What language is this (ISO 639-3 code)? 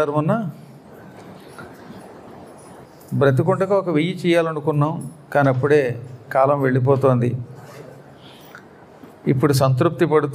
tel